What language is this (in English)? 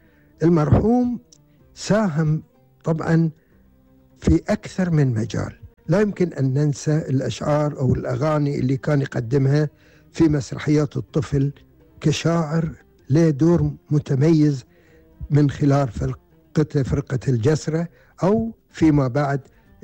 Gulf Arabic